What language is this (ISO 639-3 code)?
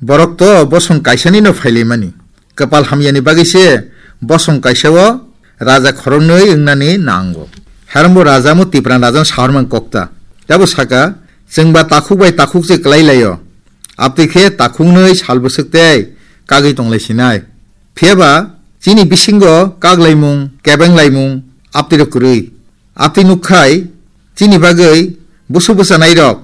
trp